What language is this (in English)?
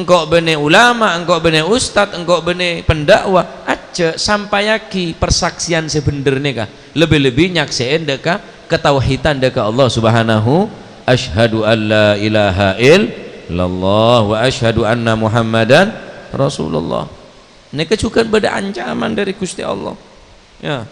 Madurese